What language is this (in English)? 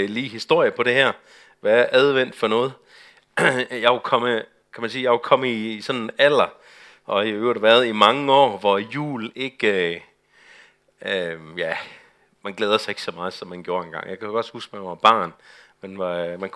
Danish